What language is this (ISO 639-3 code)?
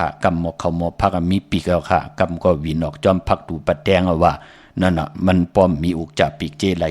shn